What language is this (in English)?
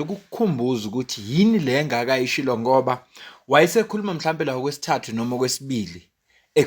Zulu